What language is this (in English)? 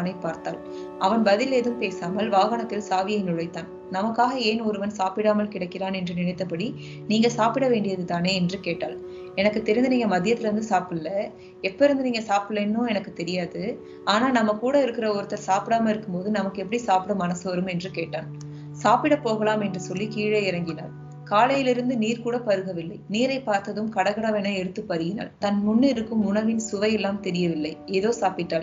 Tamil